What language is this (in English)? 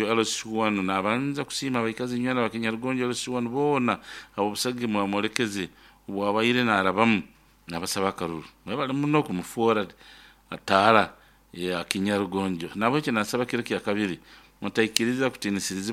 Nyoro